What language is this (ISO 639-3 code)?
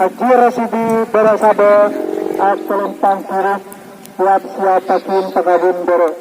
mad